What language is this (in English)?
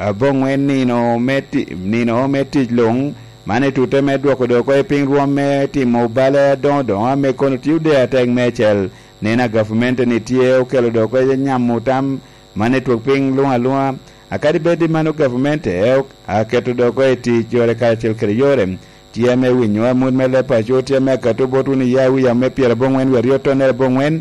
Lango (Uganda)